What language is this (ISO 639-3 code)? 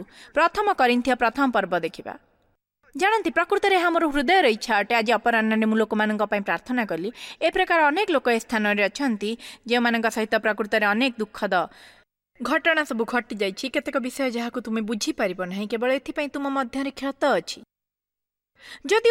ori